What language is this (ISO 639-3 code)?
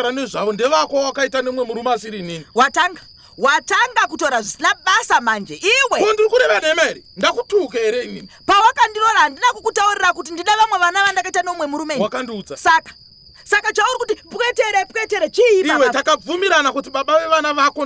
sna